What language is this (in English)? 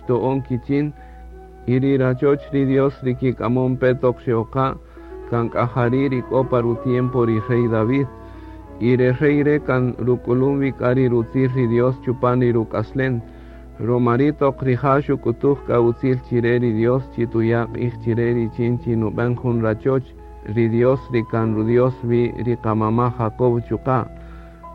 Kaqchikel